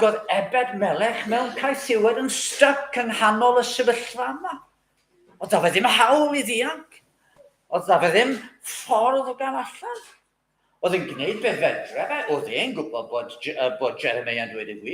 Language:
Welsh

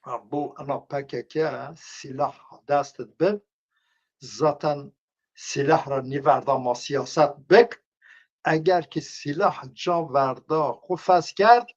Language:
Zaza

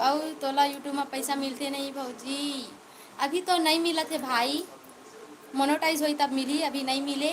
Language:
Chhattisgarhi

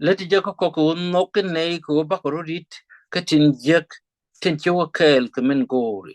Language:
Nuer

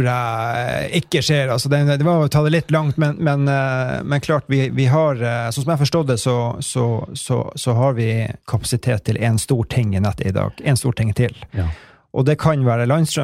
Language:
Norwegian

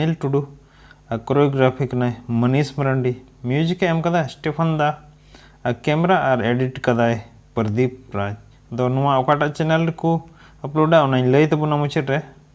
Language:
Santali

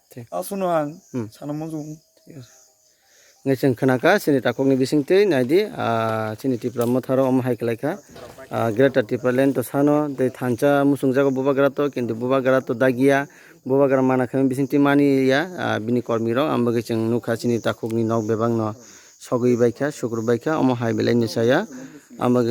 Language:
Kok Borok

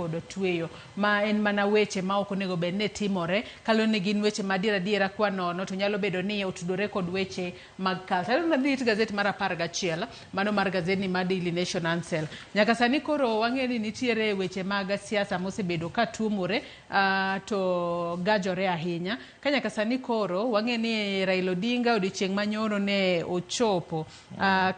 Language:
Luo (Kenya and Tanzania)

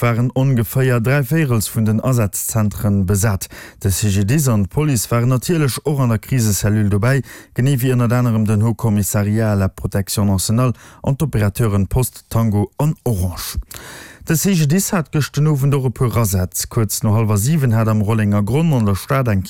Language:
Luxembourgish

